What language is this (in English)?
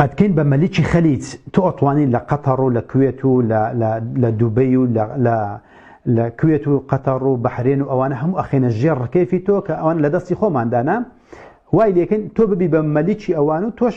Central Kurdish